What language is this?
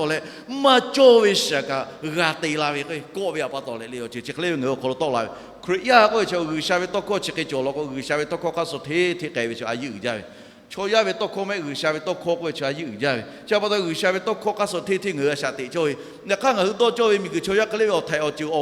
Lahu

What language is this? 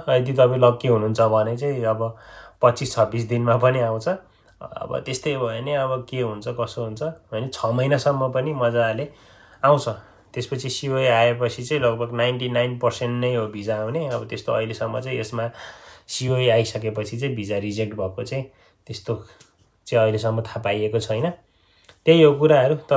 Nepali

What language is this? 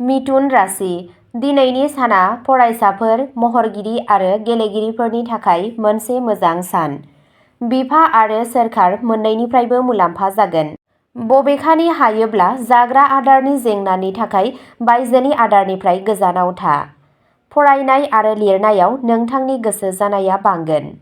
Bodo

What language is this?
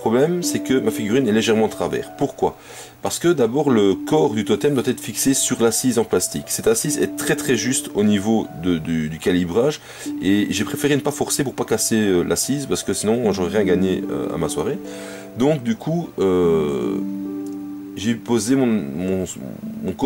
French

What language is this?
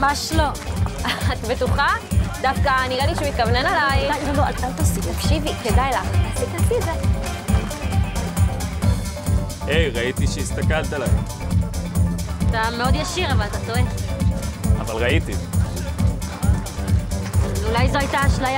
Hebrew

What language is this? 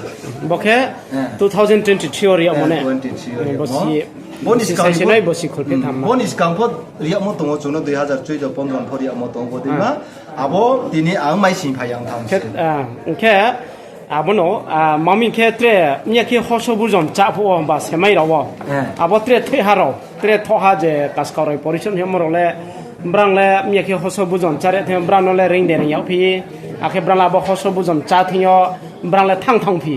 Riang (India)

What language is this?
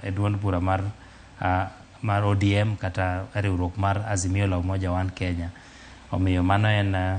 Luo (Kenya and Tanzania)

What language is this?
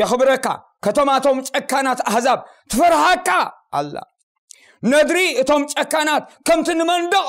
Tigrinya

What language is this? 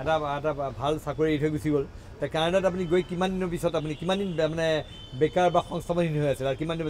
Assamese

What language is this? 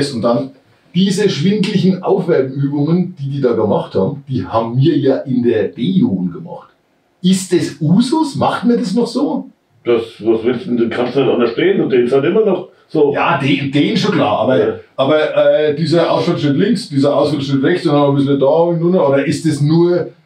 German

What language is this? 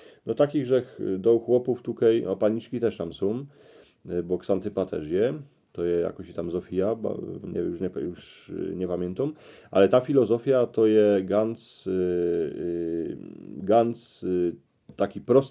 Silesian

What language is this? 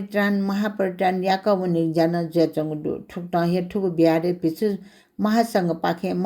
Newari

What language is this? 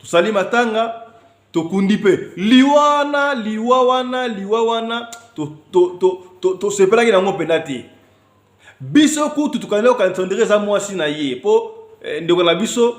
Lingala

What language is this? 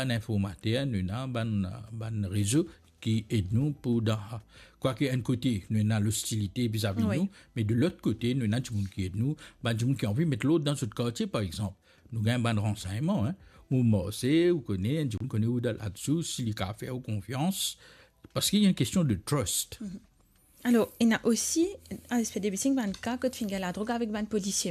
Morisyen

